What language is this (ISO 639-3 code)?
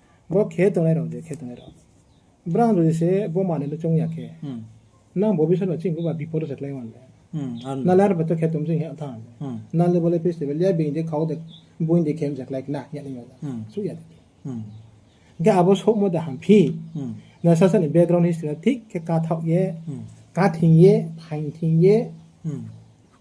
ria